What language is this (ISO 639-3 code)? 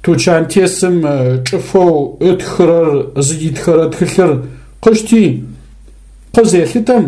ady